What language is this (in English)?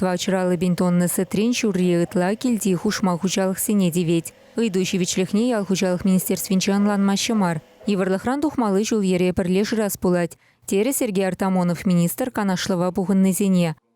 Chuvash